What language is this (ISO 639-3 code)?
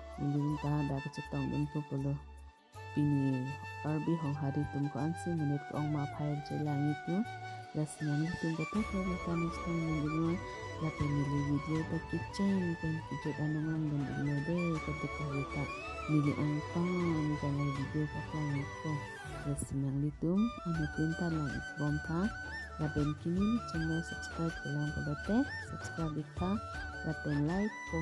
mjw